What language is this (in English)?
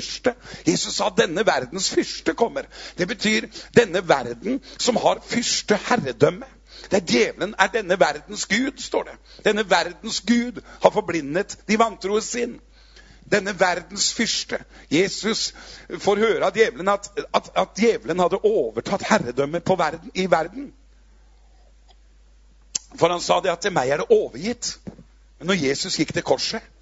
Norwegian